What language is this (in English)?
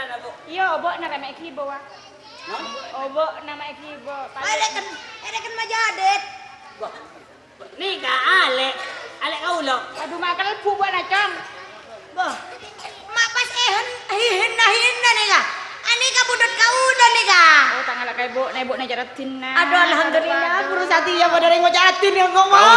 Madurese